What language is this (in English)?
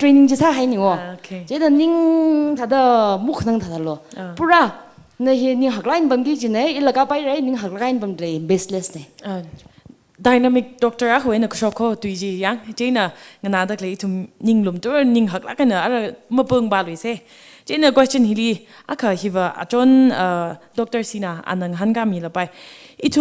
Tangkhul Naga (India)